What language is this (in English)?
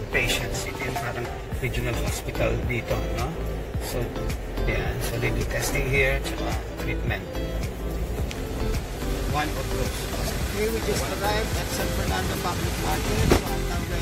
Filipino